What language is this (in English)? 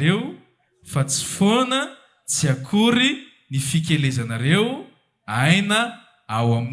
Malagasy